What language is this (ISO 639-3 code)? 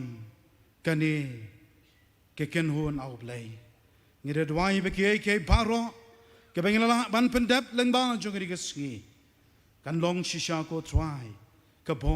kha